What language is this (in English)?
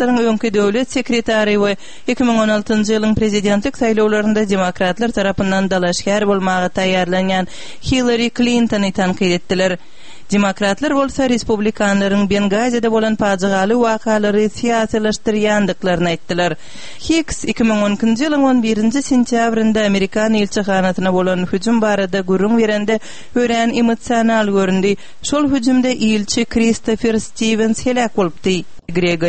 Turkmen